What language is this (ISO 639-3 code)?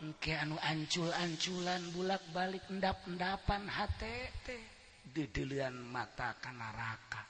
sun